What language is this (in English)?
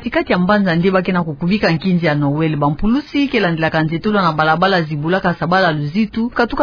Kituba (Democratic Republic of Congo)